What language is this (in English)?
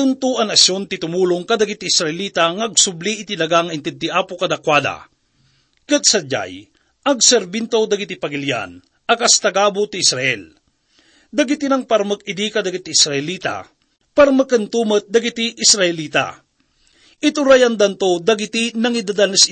Iloko